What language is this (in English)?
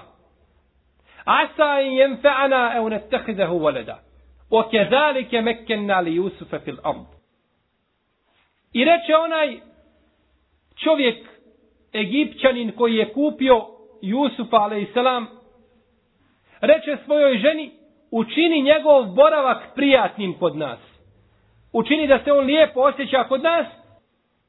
Bosnian